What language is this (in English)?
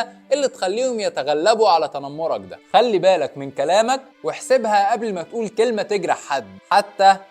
Egyptian Arabic